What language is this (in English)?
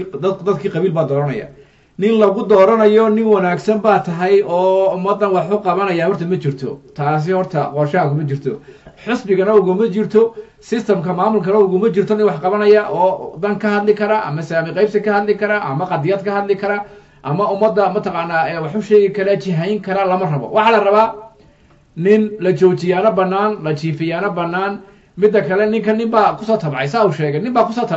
Somali